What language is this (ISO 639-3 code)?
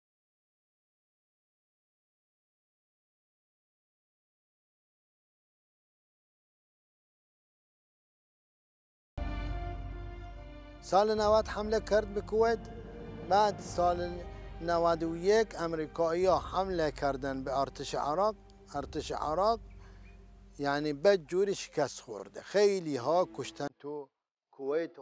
fas